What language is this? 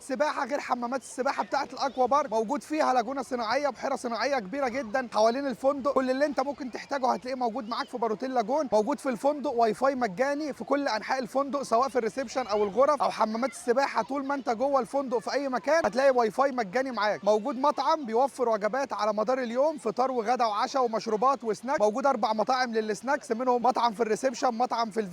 Egyptian Arabic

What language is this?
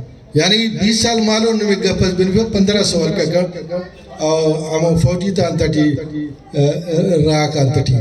Brahui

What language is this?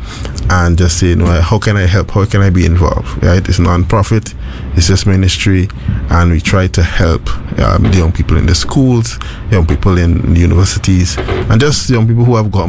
English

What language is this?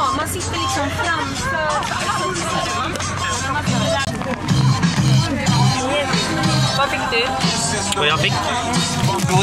Swedish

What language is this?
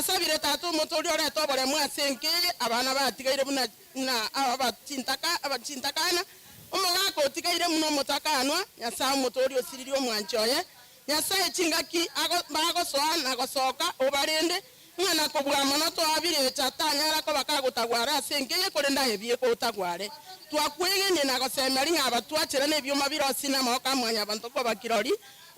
Gusii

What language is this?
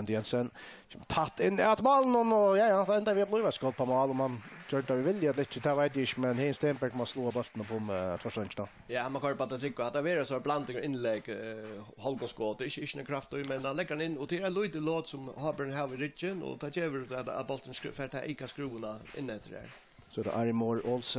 Faroese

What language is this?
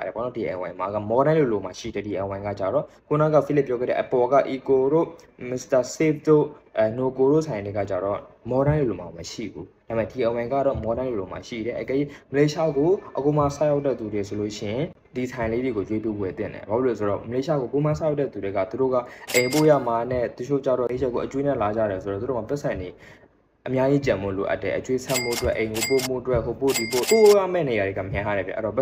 Burmese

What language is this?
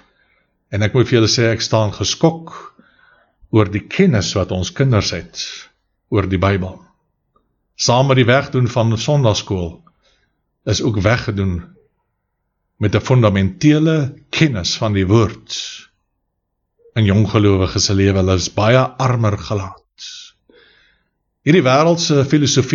Afrikaans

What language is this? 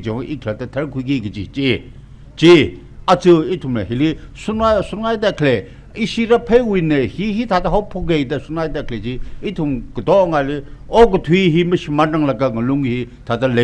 Tangkhul Naga (India)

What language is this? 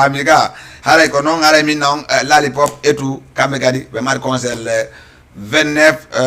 Fula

